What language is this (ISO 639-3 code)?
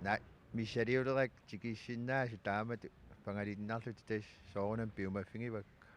kal